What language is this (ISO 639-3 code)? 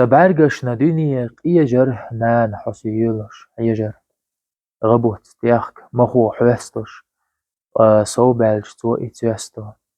che